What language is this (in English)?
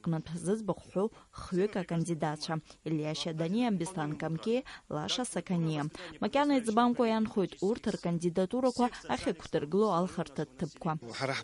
Abkhazian